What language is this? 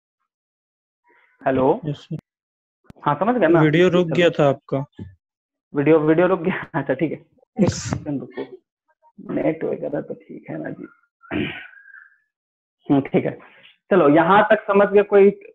Hindi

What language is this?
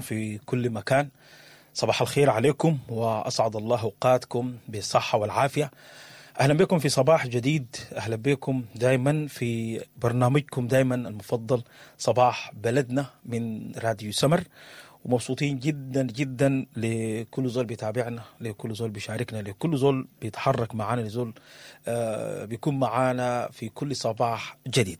Sudanese Arabic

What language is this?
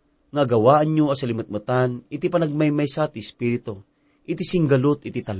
Iloko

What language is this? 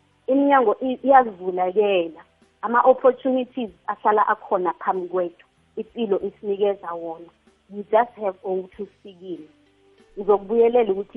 South Ndebele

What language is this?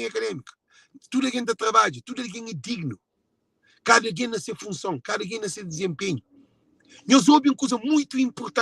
Kabuverdianu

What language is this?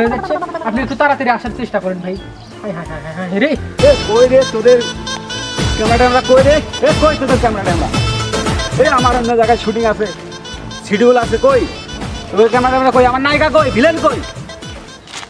Bangla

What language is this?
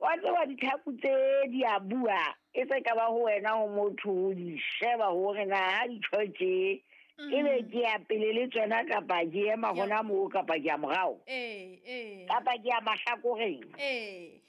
Southern Sotho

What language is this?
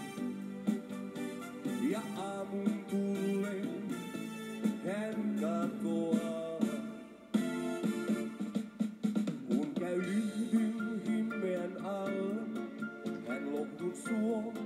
Finnish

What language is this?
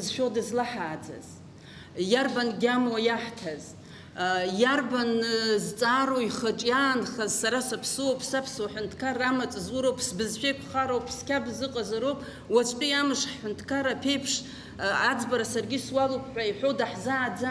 Abkhazian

